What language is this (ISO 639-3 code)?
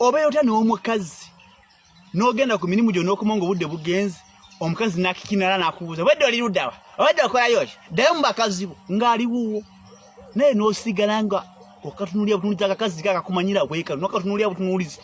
lug